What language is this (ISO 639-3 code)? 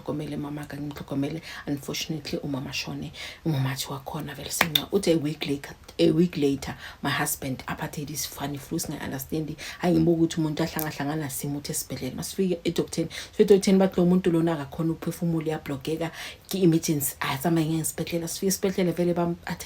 zul